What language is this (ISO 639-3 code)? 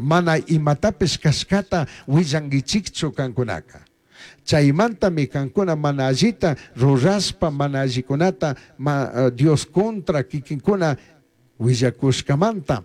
qug